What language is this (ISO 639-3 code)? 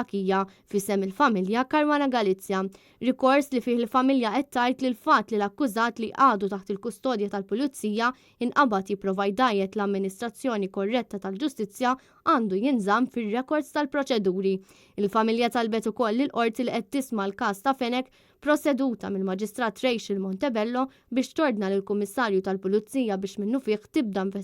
mlt